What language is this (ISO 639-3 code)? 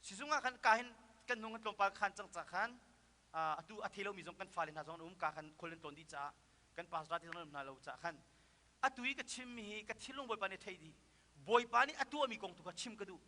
cnh